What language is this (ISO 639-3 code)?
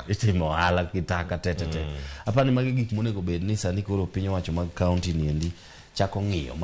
luo